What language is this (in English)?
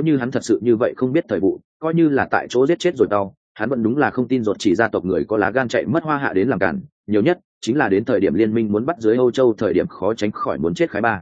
Vietnamese